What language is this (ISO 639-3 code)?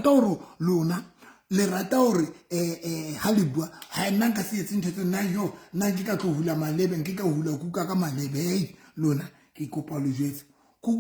sot